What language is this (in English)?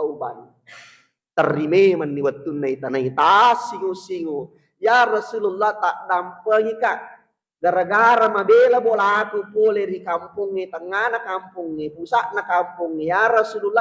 Buginese